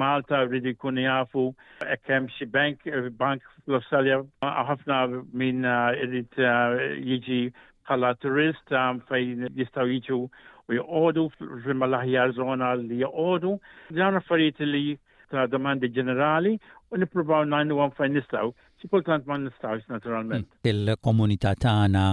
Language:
Maltese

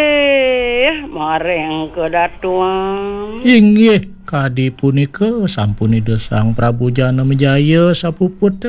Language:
Balinese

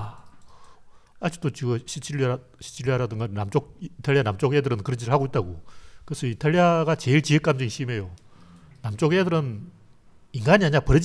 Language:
Korean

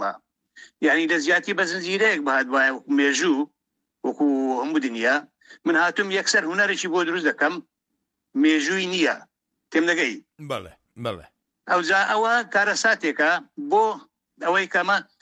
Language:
Central Kurdish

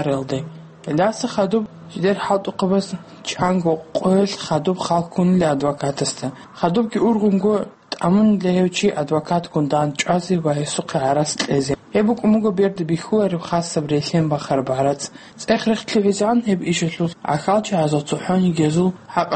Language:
Avaric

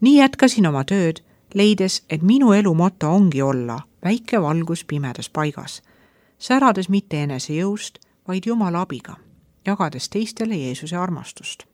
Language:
Estonian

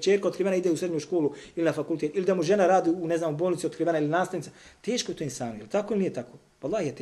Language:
Bosnian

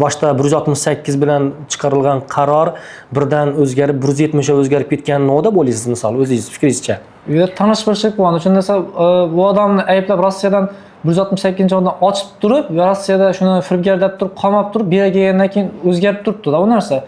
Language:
Uzbek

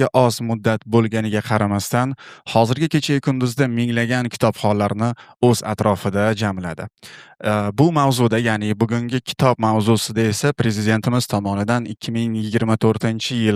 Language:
Uzbek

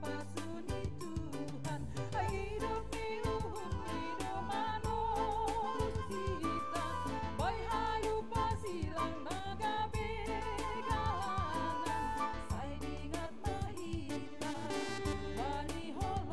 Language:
Batak Simalungun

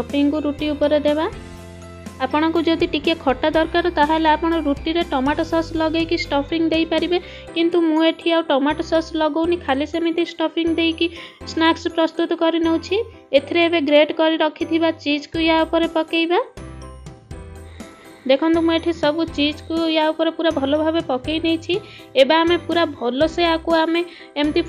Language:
Odia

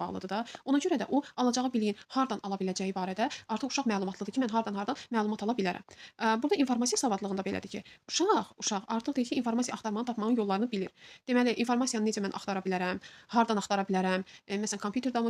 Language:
Azerbaijani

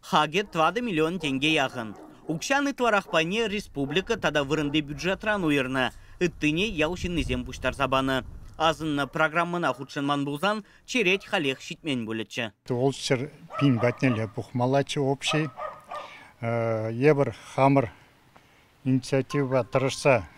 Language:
Chuvash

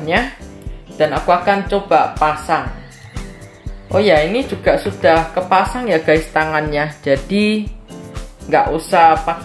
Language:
Indonesian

